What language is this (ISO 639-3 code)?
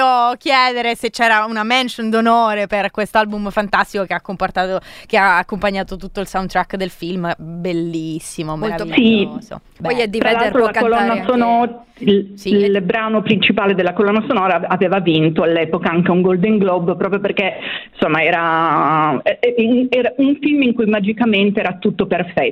ita